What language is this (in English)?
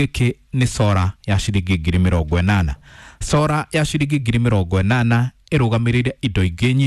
Kikuyu